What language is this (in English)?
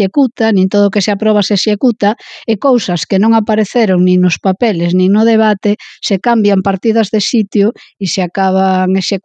Galician